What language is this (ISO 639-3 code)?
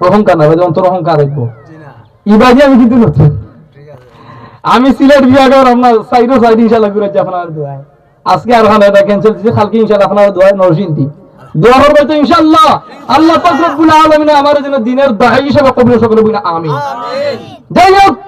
syl